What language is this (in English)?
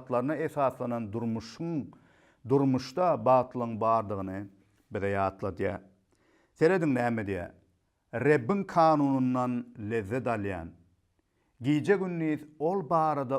Turkmen